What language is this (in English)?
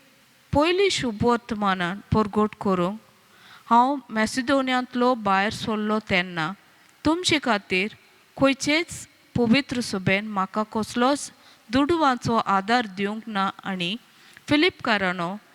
Konkani